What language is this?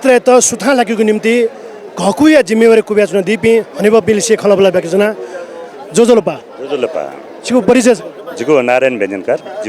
Newari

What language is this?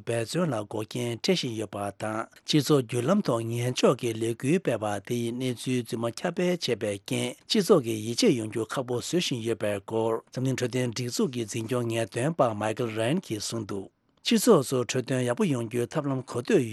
Tibetan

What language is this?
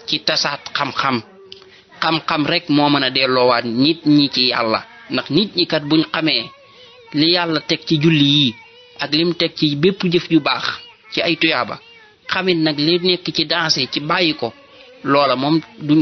Wolof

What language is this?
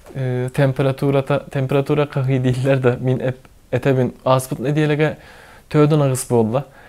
Yakut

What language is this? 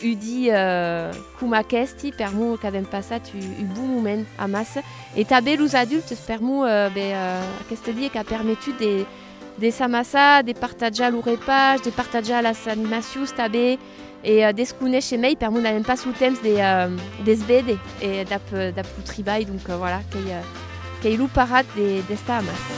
Occitan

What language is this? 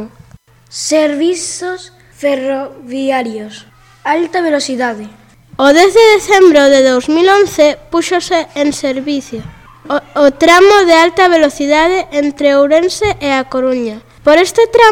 Galician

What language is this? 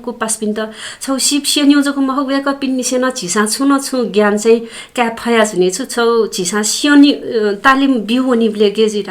Newari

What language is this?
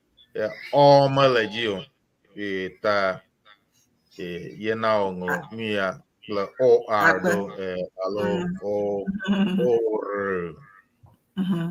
Ewe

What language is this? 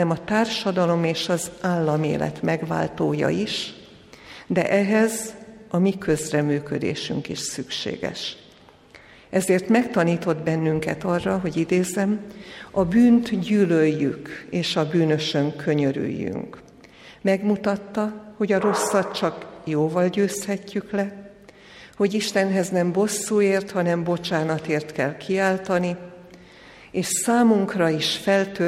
Hungarian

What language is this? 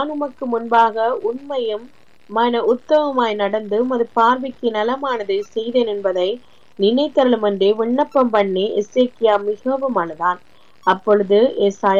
Tamil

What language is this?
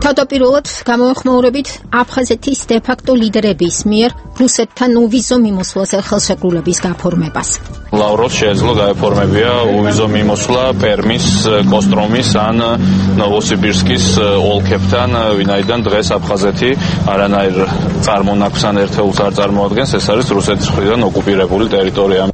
Georgian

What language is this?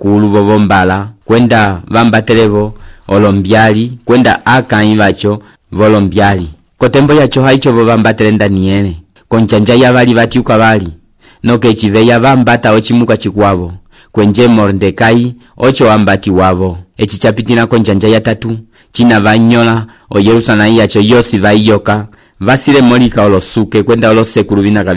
Umbundu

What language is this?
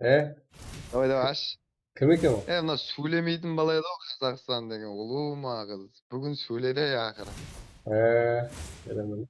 Kara-Kalpak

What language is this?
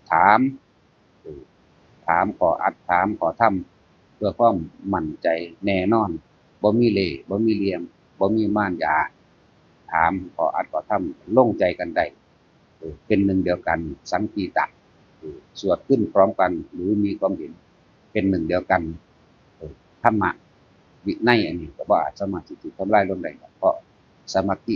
Northeastern Thai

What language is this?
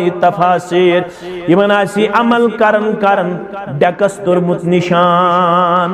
Kashmiri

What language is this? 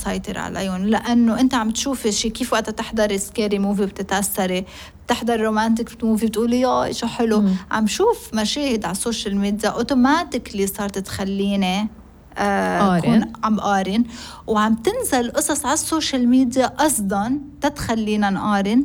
North Levantine Arabic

